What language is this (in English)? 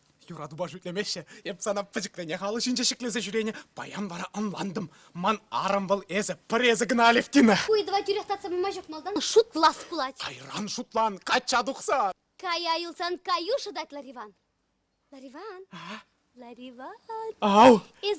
Chuvash